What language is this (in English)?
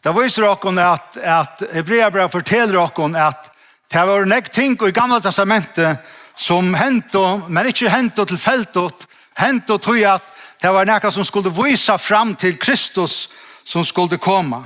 Faroese